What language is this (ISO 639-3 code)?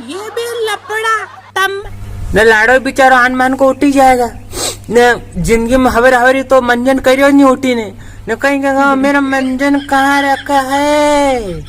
raj